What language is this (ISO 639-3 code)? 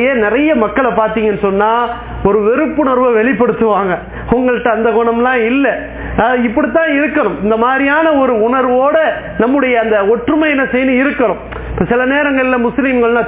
tam